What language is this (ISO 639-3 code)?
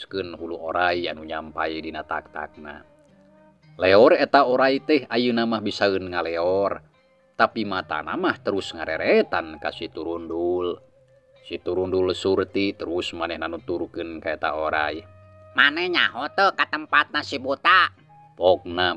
sun